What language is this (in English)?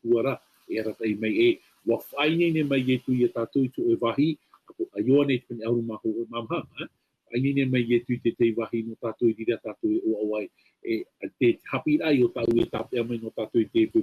Tahitian